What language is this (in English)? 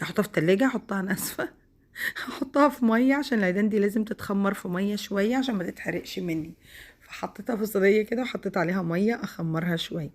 Egyptian Arabic